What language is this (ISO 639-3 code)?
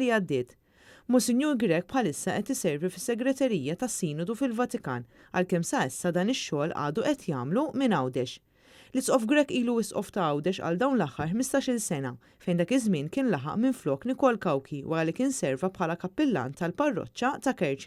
mlt